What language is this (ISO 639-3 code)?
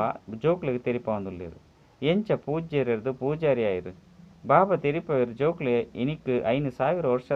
tcy